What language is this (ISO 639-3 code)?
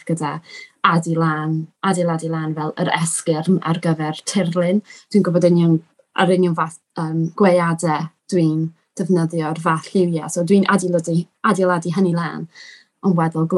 cym